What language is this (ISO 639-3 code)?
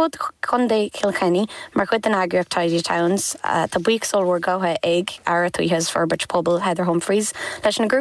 gle